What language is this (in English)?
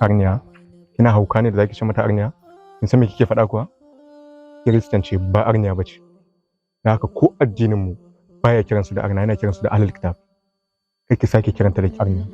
Hausa